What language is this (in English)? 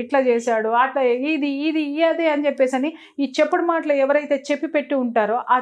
Telugu